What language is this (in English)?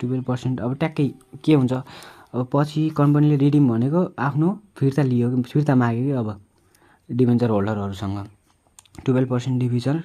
Nepali